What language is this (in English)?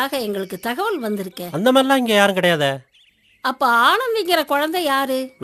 Tamil